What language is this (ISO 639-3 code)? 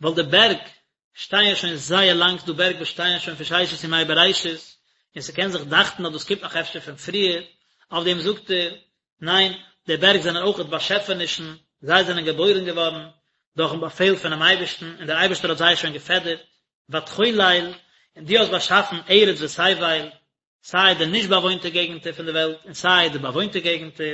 yid